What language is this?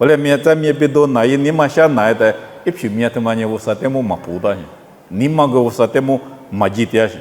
Lisu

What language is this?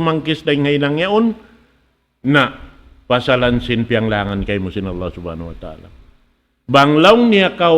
Tausug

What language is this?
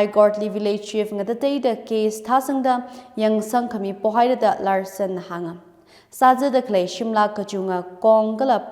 Tangkhul Naga (India)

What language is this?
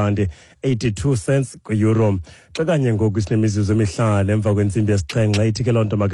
Xhosa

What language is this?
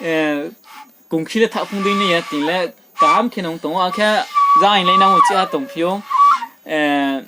Riang (India)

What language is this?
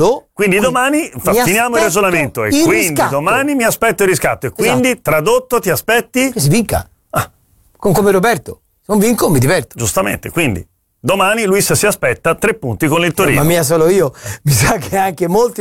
Italian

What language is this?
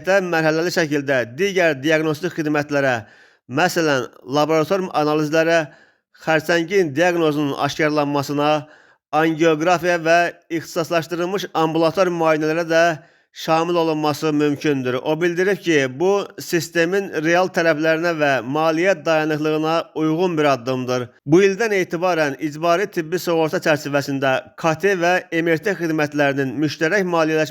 Azerbaijani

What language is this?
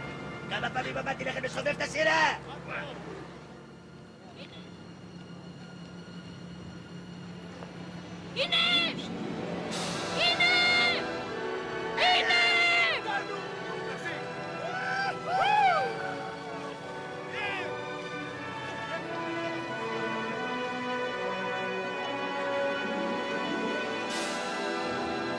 Hebrew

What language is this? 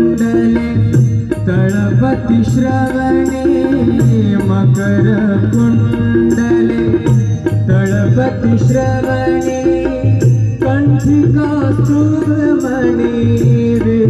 Marathi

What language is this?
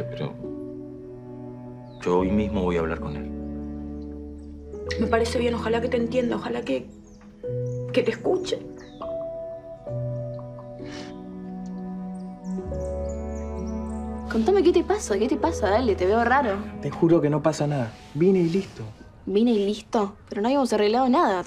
Spanish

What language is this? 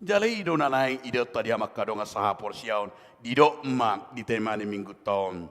Batak Toba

